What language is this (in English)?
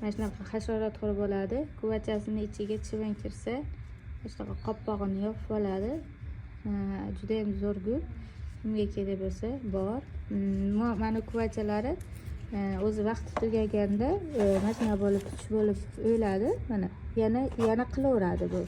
Uzbek